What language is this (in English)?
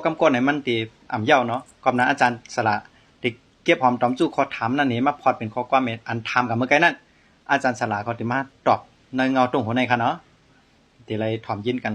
Shan